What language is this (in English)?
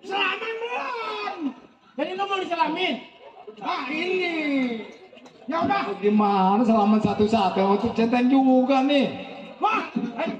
Betawi